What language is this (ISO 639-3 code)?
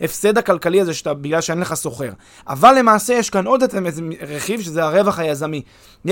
heb